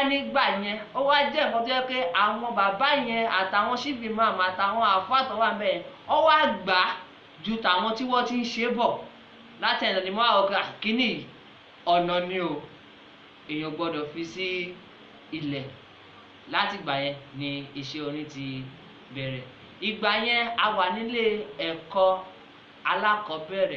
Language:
Yoruba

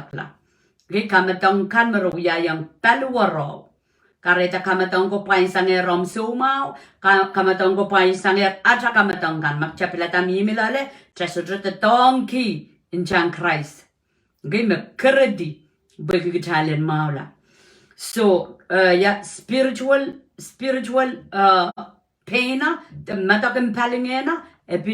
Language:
Pohnpeian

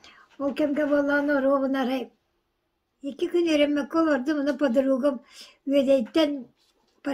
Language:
Yakut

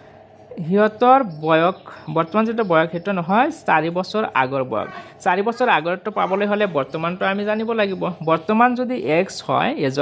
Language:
Assamese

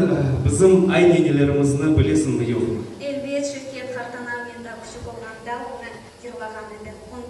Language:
Crimean Tatar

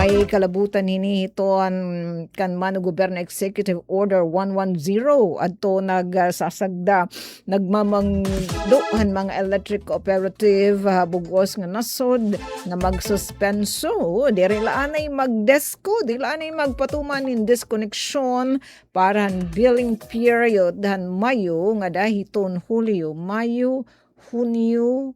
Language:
Waray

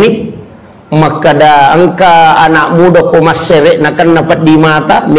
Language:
Buginese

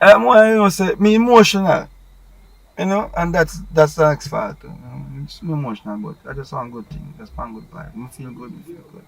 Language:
Jamaican Creole English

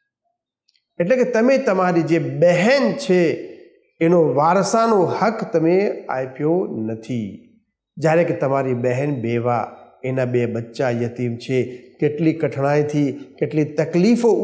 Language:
Gujarati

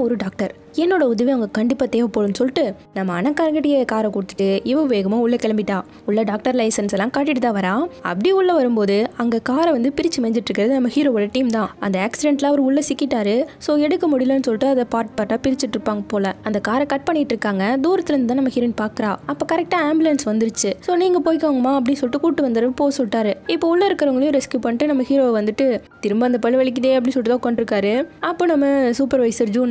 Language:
Tamil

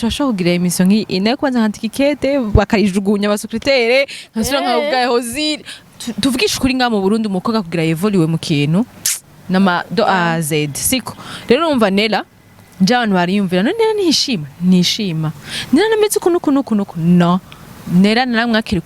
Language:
Rundi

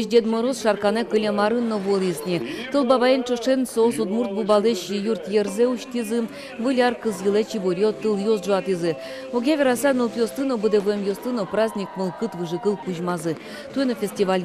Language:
Udmurt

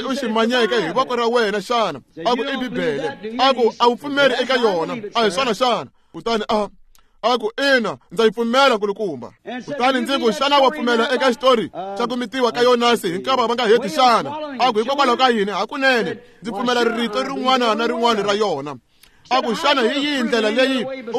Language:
Tsonga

